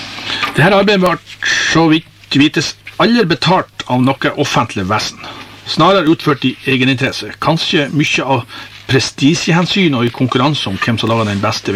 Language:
Norwegian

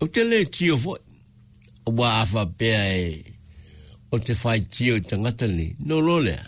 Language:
Samoan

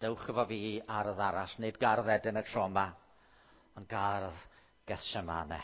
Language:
Welsh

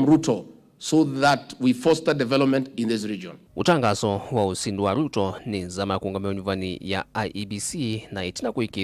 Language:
Kamba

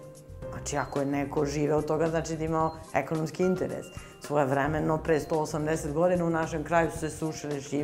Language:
Serbian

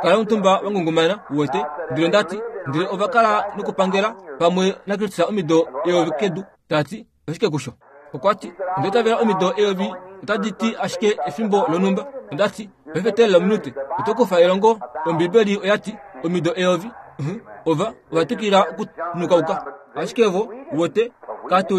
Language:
Kuanyama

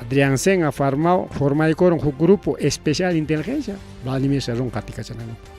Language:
Ayacucho Quechua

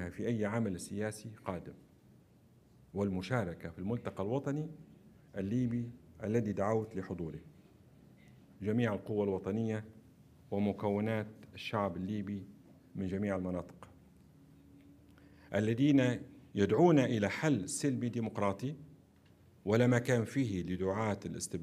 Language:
Arabic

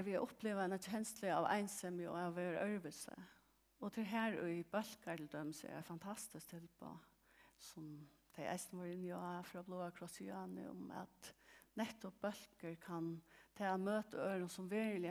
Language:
Faroese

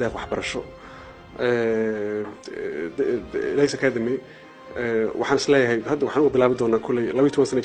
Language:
Somali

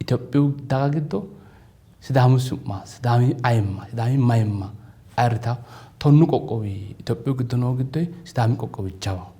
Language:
Sidamo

